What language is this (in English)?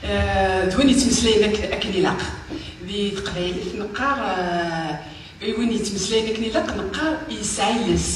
Kabyle